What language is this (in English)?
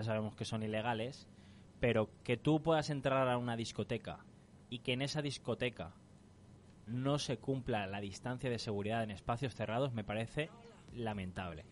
Spanish